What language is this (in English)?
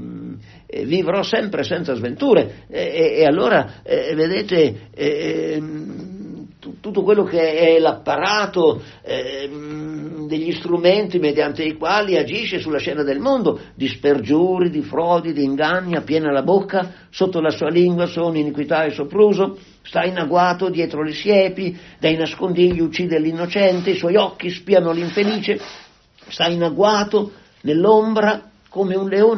Italian